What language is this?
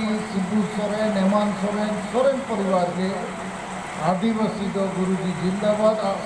Santali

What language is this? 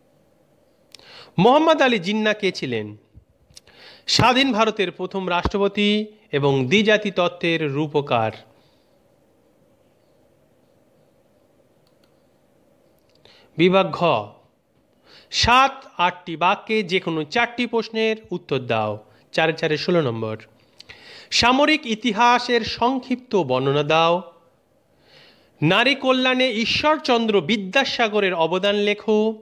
Bangla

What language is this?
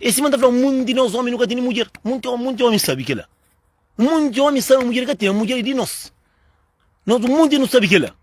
Kabuverdianu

